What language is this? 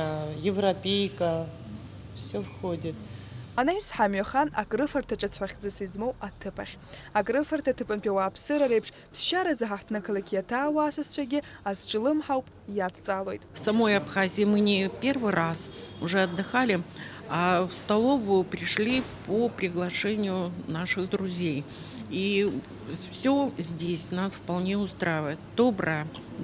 Abkhazian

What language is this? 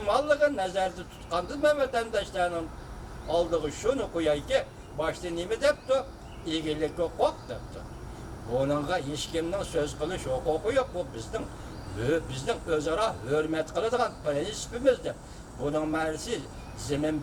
Uyghur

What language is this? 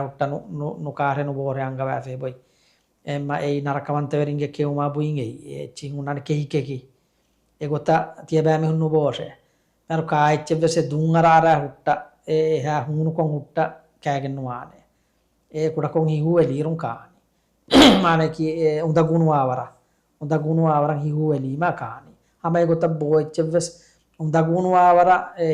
Divehi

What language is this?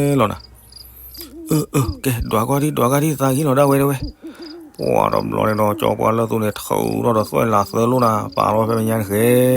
S'gaw Karen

